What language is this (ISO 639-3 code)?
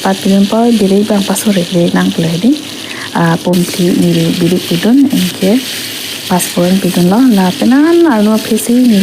mjw